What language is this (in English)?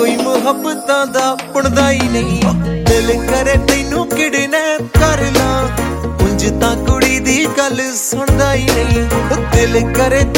Punjabi